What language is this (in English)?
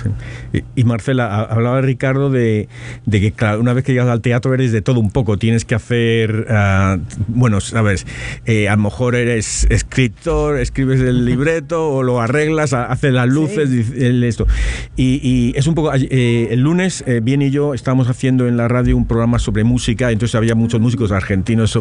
Spanish